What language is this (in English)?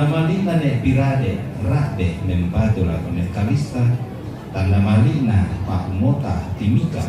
Toraja-Sa'dan